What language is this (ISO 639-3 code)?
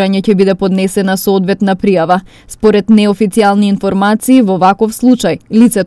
mkd